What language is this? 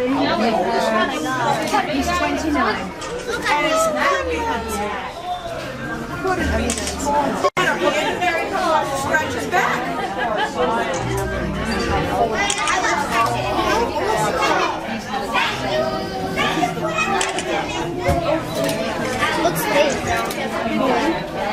English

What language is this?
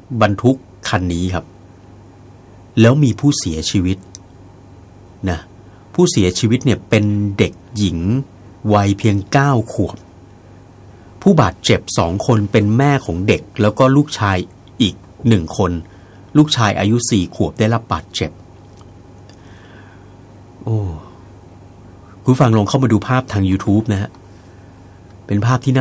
Thai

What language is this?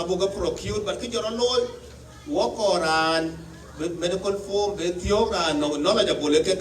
Dinka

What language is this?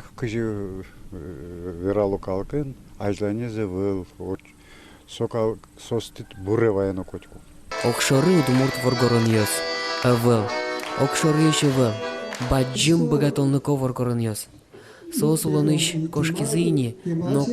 Udmurt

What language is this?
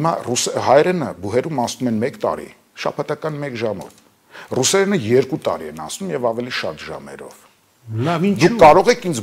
Armenian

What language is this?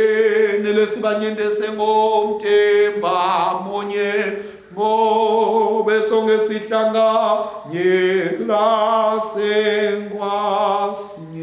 Swati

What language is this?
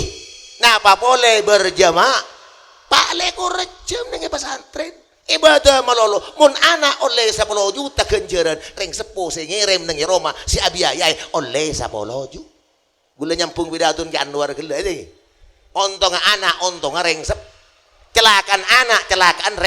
Madurese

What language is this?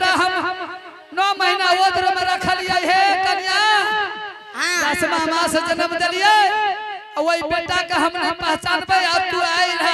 Angika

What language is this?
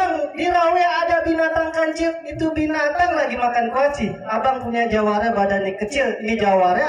Betawi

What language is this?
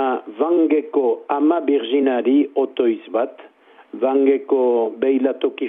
Basque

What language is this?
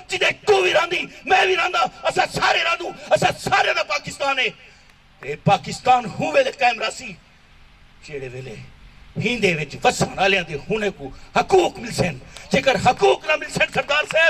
Saraiki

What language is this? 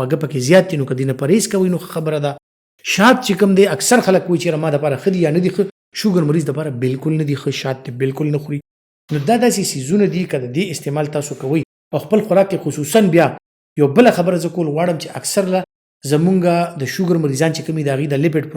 Pashto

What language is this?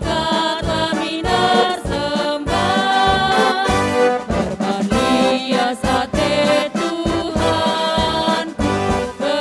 Batak Karo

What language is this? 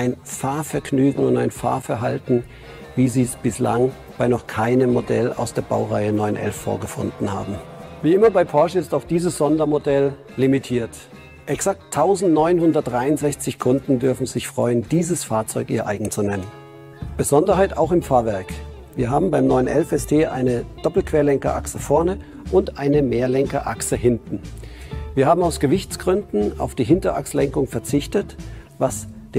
German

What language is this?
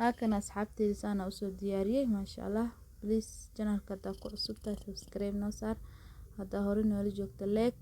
Somali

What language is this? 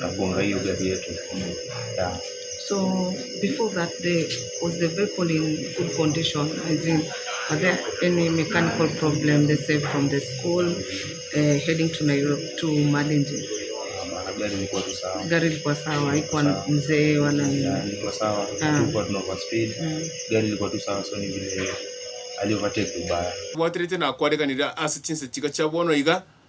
Gusii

